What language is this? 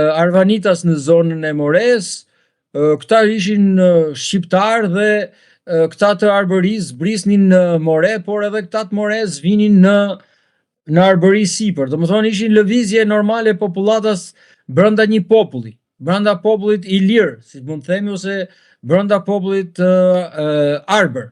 Albanian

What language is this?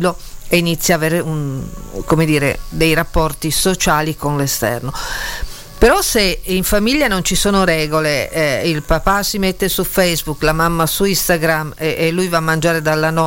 Italian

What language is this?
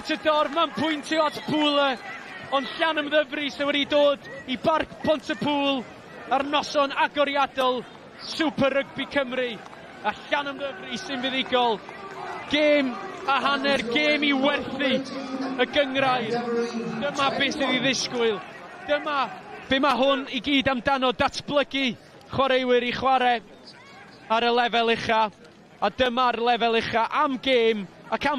Welsh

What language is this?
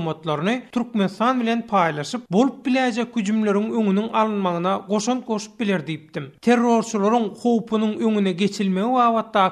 Turkmen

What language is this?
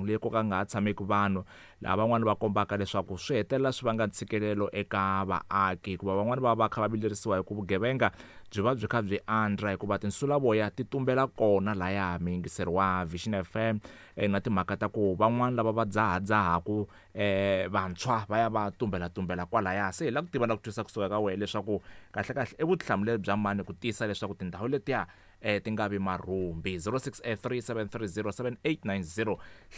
Tsonga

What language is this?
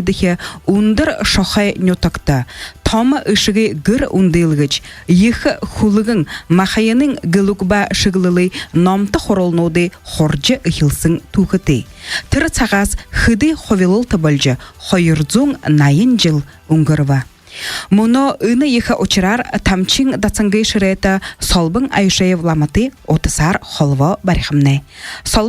Buriat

